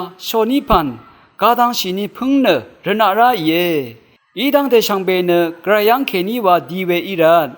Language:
Rawang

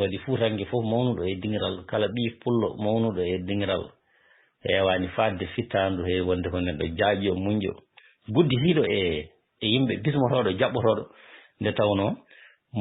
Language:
Fula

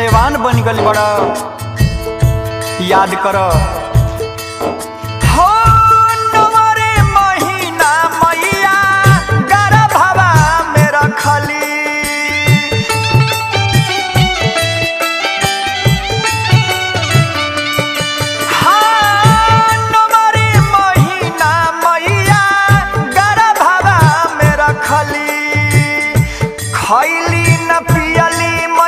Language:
Bhojpuri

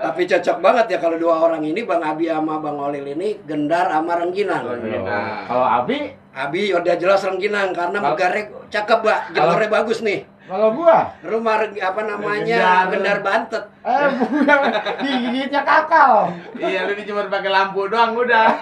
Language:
Betawi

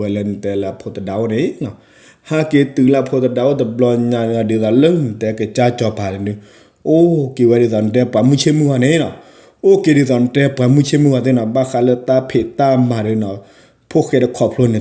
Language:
S'gaw Karen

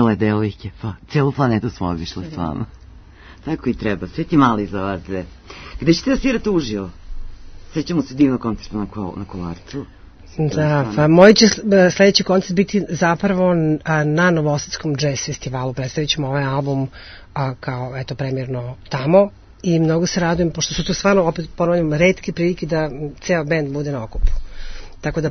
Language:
Serbian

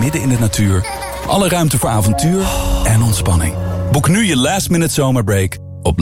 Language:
Dutch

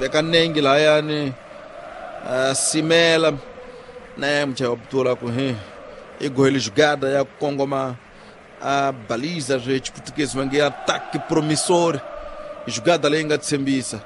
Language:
Tsonga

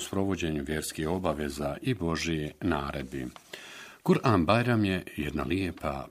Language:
Bosnian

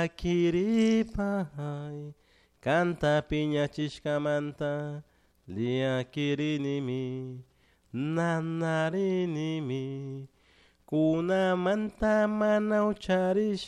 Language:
Chimborazo Highland Quichua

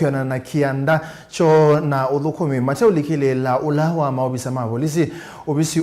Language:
Kamba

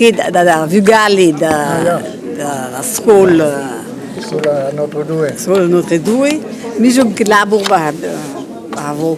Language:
Breton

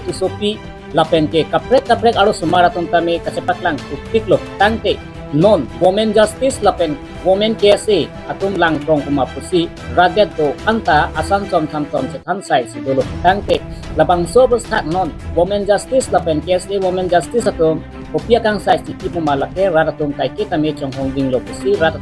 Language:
Karbi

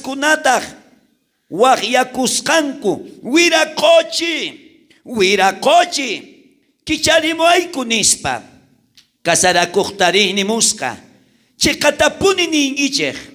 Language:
South Bolivian Quechua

